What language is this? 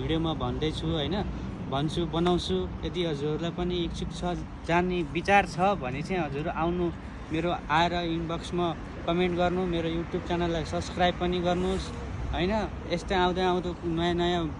Nepali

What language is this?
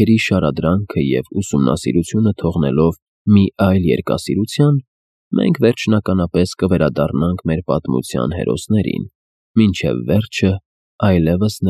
Armenian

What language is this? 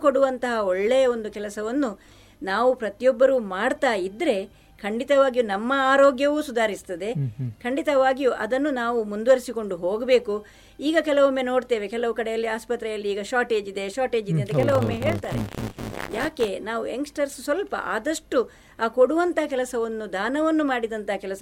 Kannada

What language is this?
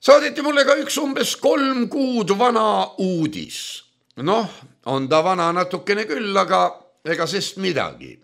Estonian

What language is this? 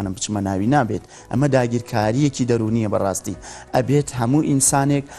Central Kurdish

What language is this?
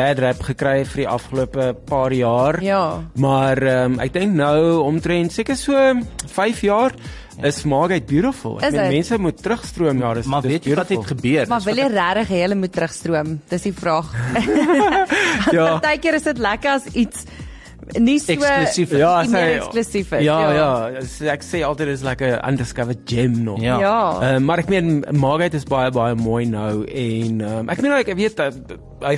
Afrikaans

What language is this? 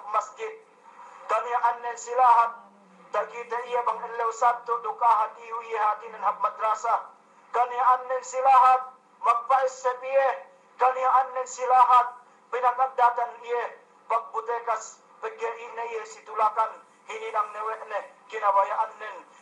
Yakan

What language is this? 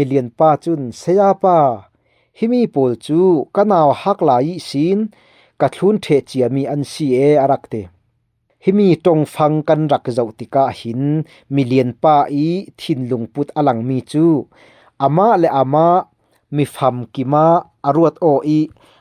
Falam Chin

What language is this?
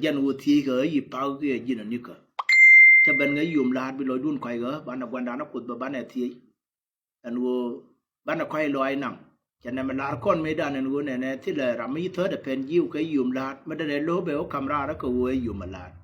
Nuer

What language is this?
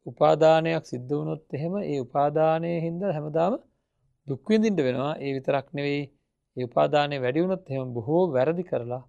Sinhala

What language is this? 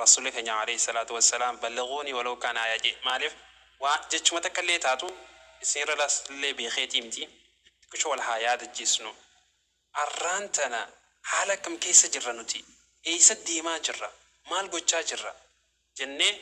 Oromo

